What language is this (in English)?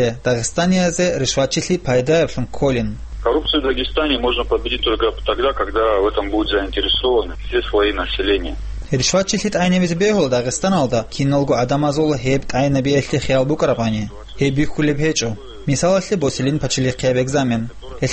Avaric